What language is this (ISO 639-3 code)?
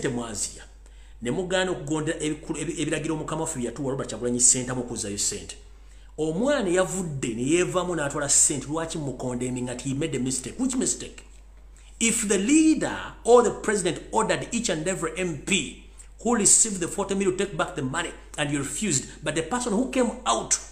lug